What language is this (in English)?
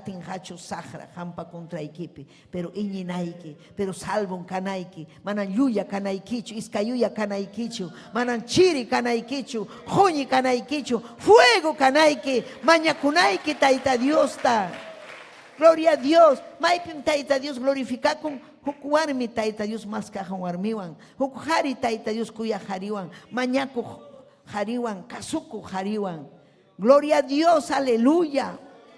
Ayacucho Quechua